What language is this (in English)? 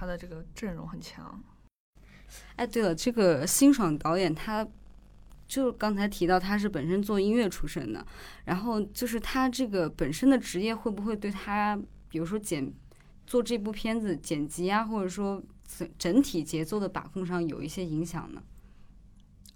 Chinese